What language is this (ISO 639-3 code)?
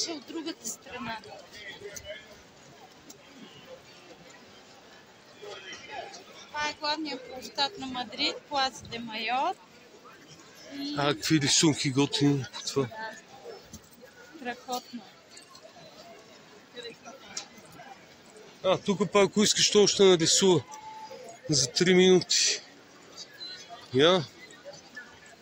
bul